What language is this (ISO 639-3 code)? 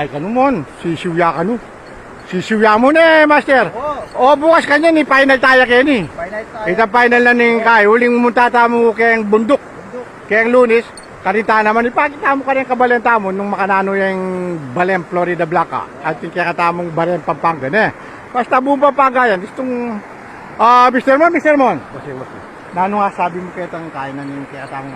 pam